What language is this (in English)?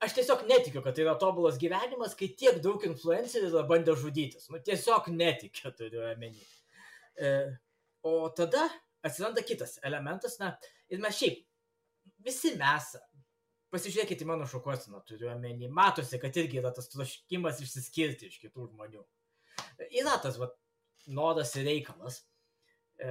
Lithuanian